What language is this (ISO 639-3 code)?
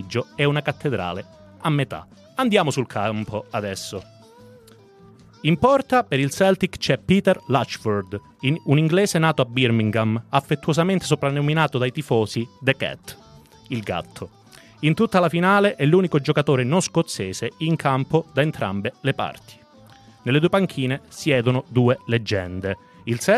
ita